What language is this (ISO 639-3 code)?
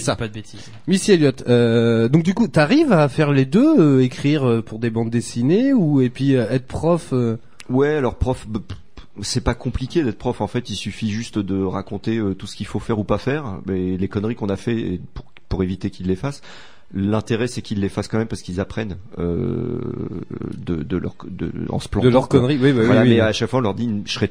fra